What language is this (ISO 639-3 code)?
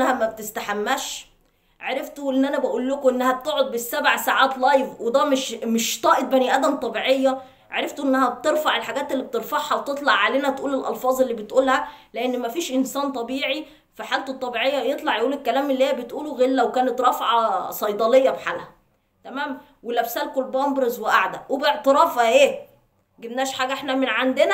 arz